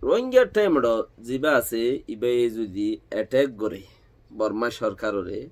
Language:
Rohingya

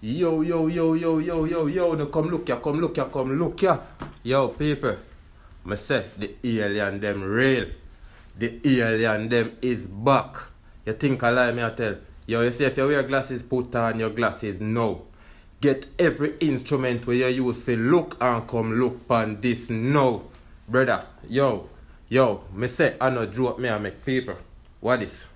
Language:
Jamaican Creole English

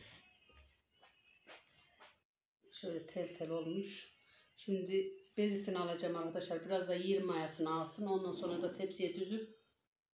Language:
Turkish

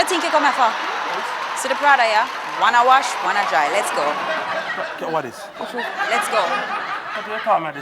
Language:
Jamaican Creole English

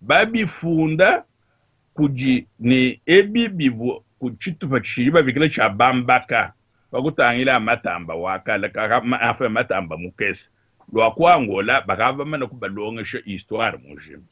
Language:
Luba-Lulua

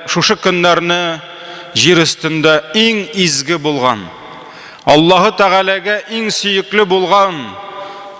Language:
Tatar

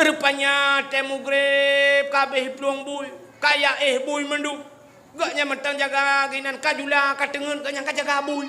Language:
Achinese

